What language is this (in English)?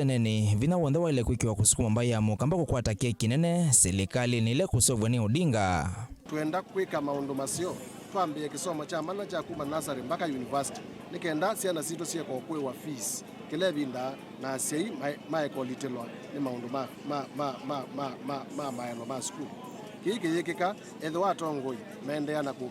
Kamba